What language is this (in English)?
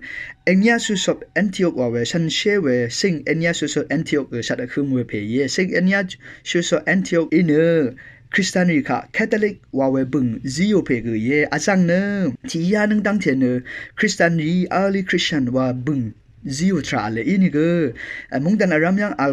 Rawang